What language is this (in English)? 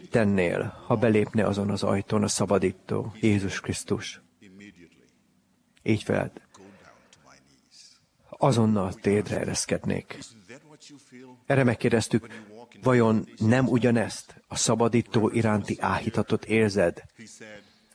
Hungarian